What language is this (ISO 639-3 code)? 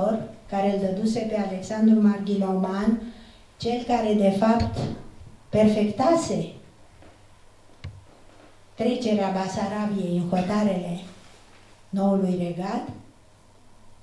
ron